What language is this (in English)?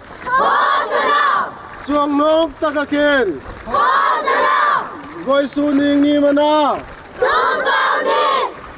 Hmar